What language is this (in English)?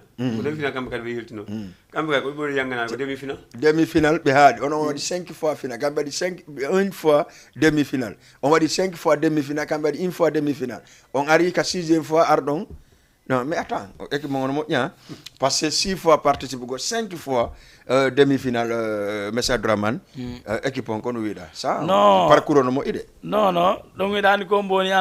Fula